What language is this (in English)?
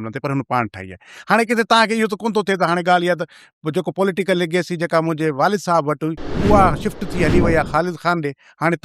Sindhi